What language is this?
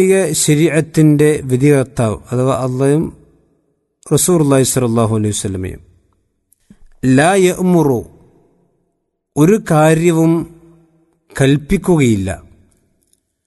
Malayalam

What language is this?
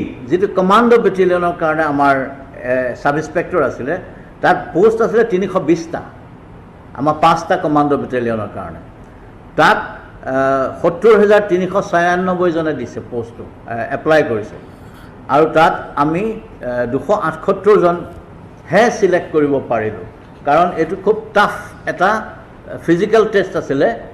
Assamese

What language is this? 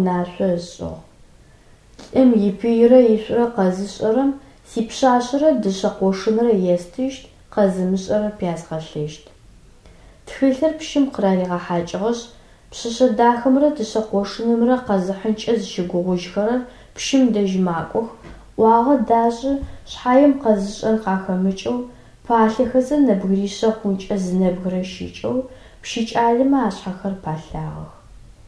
Adyghe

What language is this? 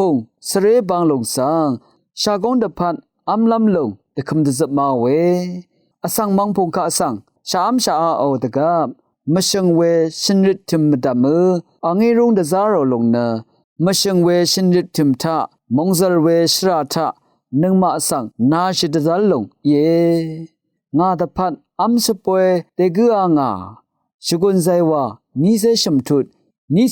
Rawang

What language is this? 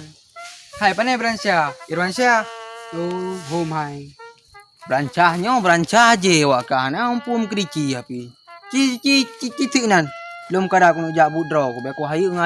Achinese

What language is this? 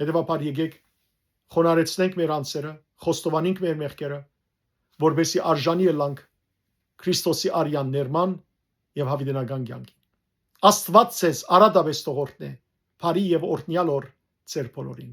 Western Armenian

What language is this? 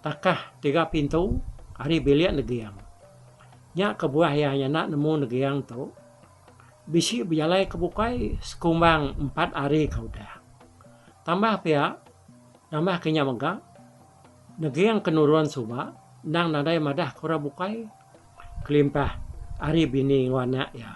Iban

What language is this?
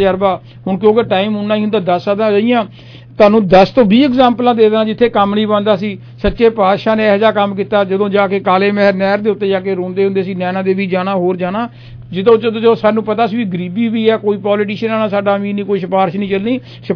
Punjabi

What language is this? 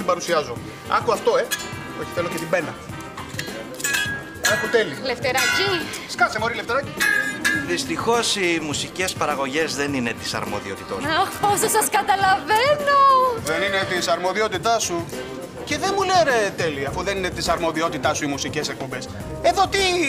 Greek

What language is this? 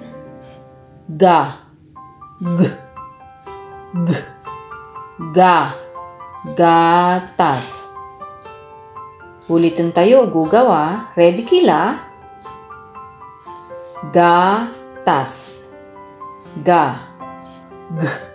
Filipino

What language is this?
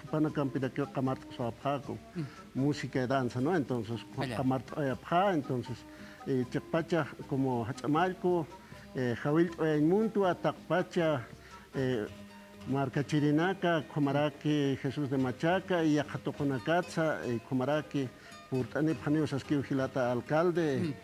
Aymara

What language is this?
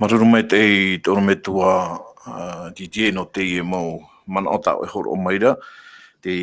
Tahitian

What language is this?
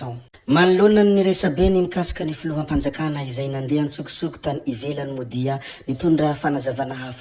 Malagasy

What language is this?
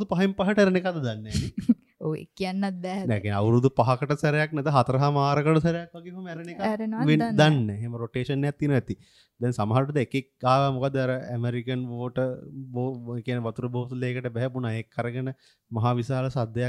Sinhala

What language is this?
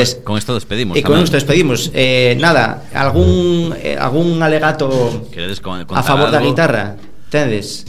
Galician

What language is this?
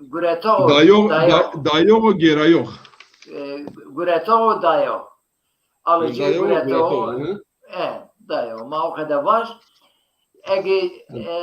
Zaza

